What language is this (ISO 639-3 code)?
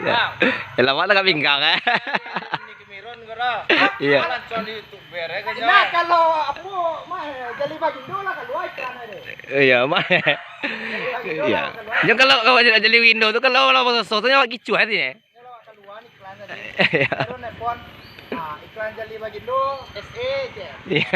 min